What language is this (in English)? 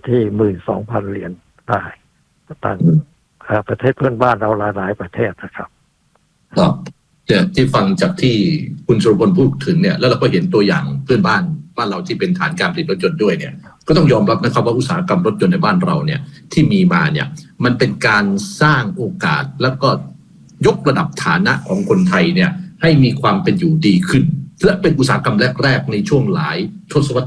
Thai